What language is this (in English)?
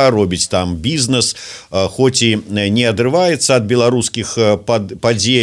Belarusian